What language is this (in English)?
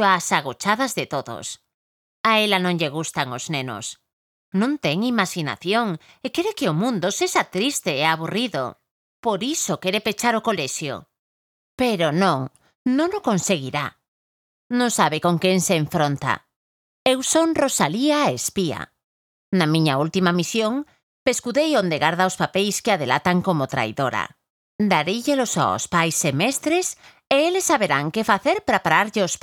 Galician